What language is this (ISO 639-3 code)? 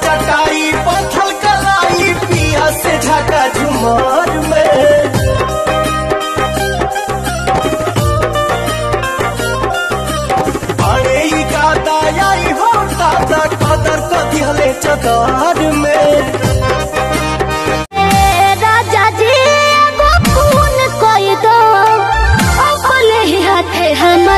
bho